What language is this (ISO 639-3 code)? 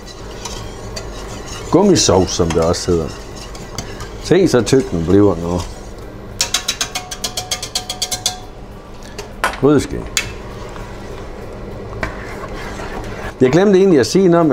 dan